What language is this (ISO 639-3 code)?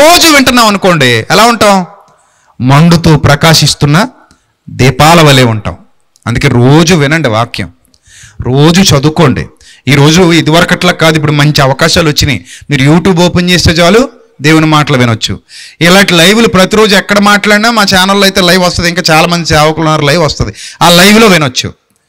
tel